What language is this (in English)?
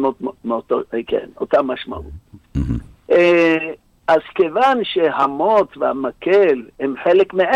Hebrew